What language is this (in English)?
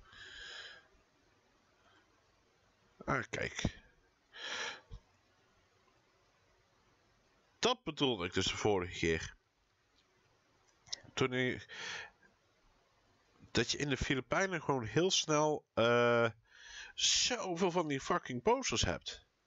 Dutch